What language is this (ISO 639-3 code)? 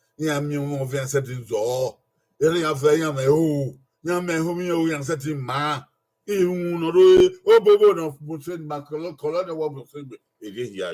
bin